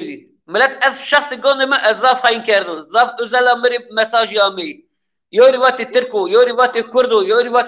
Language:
Zaza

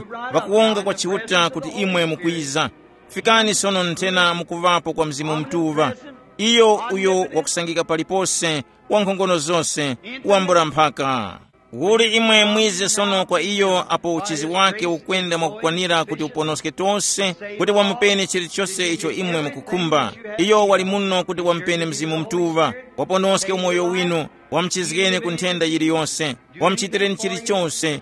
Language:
Tumbuka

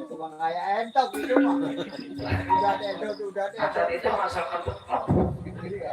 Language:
Betawi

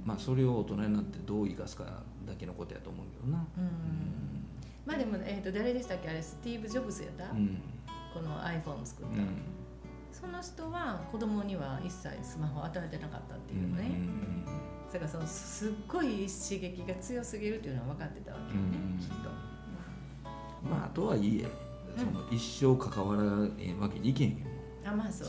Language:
Japanese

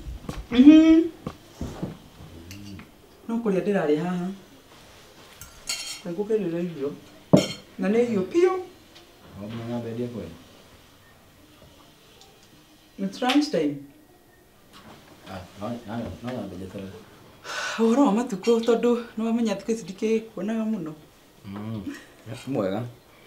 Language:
Kikuyu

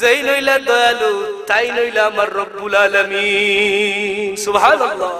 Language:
Sylheti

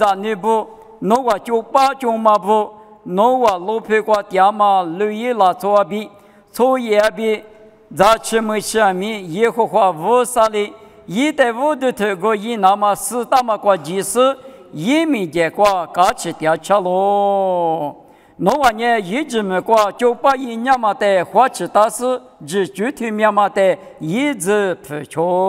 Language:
Lisu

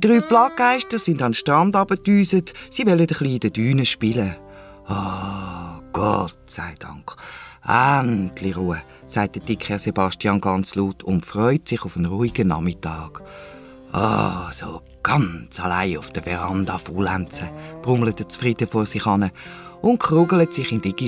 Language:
Swiss German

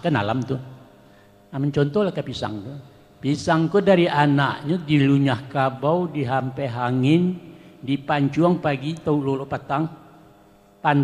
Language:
Minangkabau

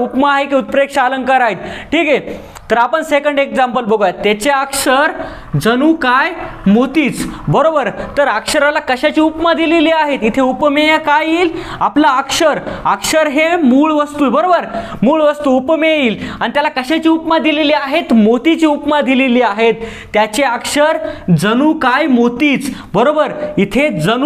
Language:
Marathi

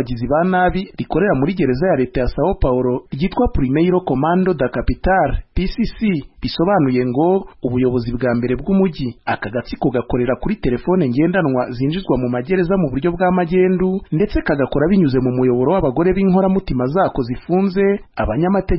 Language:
Kinyarwanda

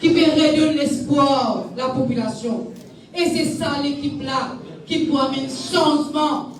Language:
Morisyen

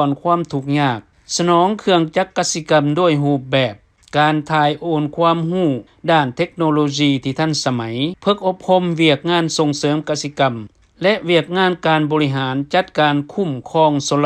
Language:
Lao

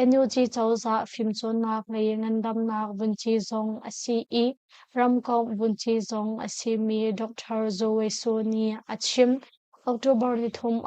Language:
Hakha Chin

